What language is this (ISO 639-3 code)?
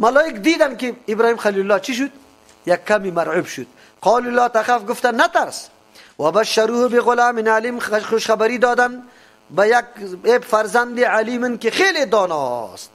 fas